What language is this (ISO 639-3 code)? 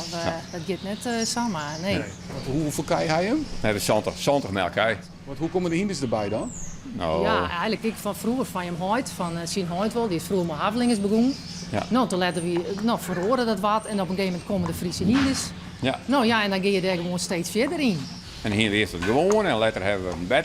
fry